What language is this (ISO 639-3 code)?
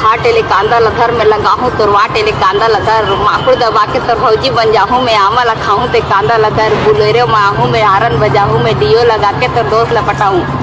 hne